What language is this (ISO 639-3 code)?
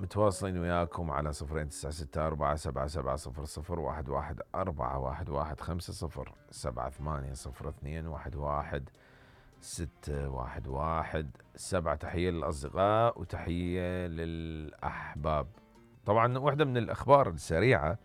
acm